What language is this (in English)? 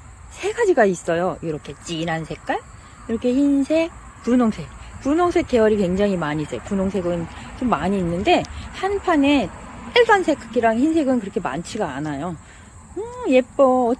Korean